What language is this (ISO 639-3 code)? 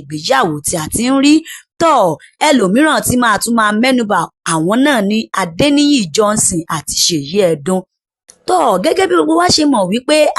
yor